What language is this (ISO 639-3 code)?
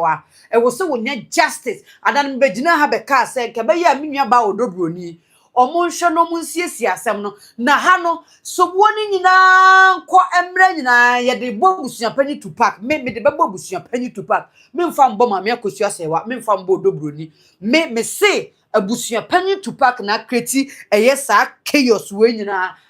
aka